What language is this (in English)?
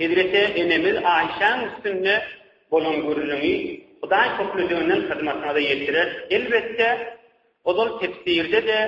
Turkmen